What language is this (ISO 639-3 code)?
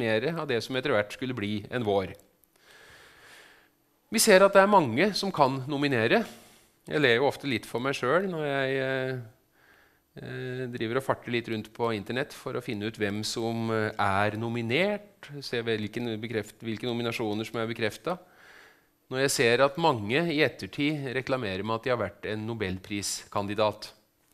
nor